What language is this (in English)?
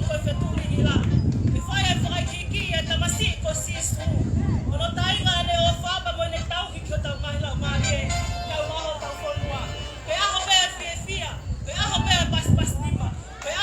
Tongan